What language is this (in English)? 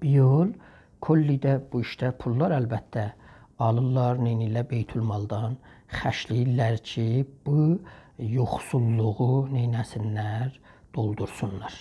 South Azerbaijani